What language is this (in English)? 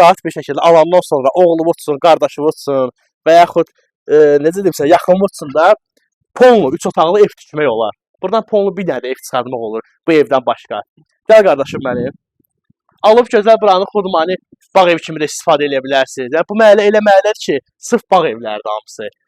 Azerbaijani